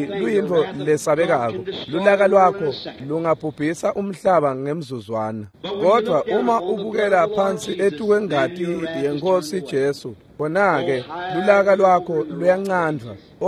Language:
Swati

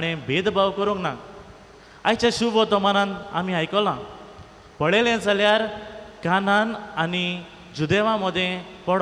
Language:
Konkani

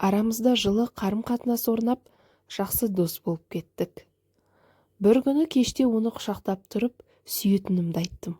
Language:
Kazakh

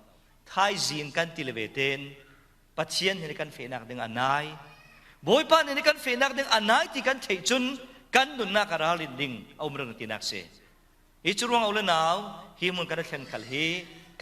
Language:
Falam Chin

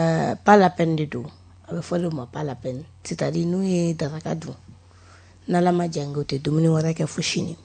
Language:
Bambara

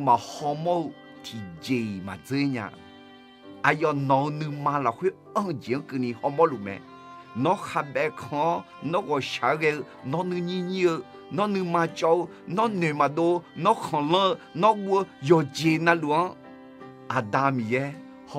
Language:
Akha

